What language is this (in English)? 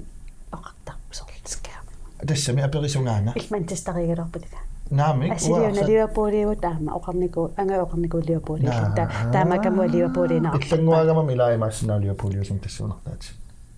Kalaallisut